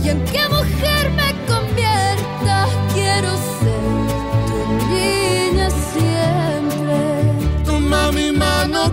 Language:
Spanish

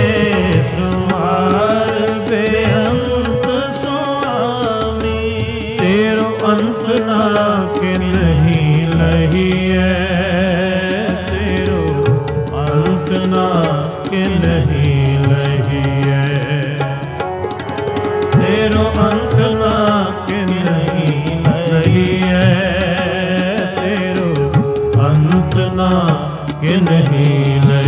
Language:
Punjabi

